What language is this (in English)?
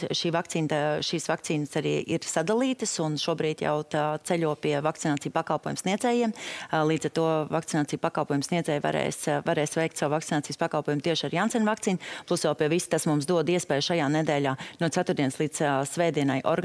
Latvian